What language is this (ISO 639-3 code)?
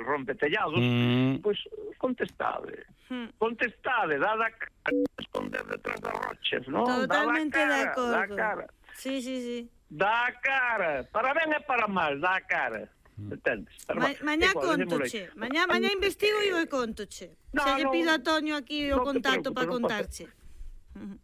glg